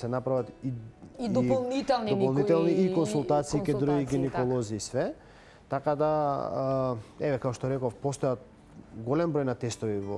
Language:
Macedonian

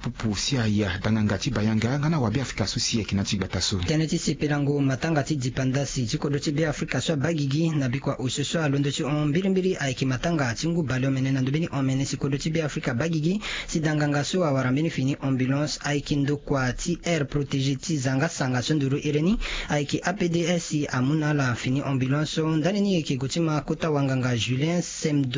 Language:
Sango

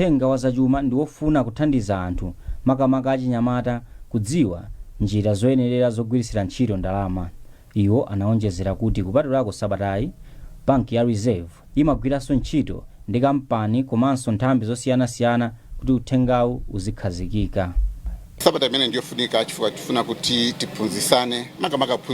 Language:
Nyanja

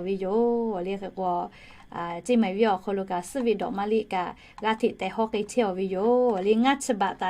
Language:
Lahu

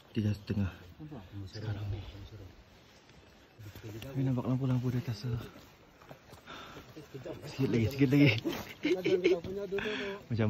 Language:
Malay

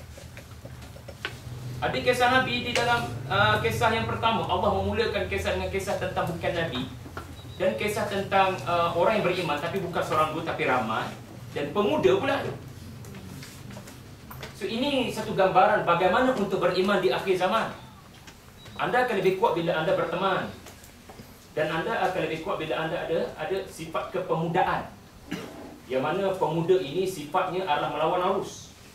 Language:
Malay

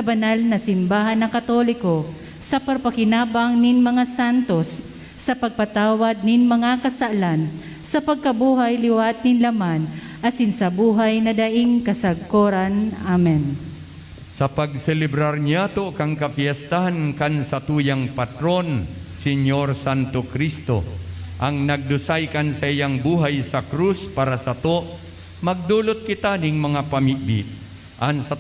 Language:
Bikol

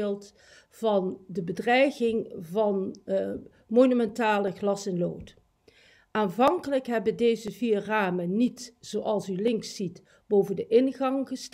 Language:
Dutch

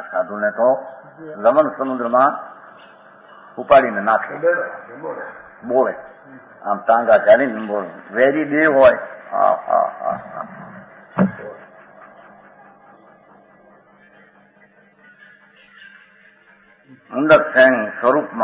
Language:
Gujarati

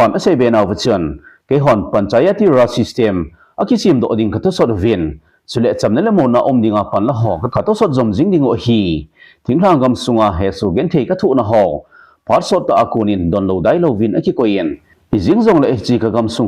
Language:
Thado Chin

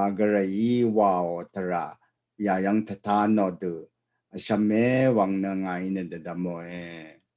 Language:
Rawang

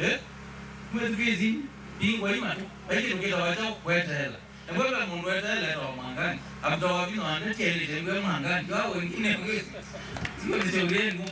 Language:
Kamba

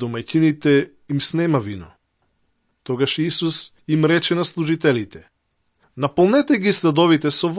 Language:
Macedonian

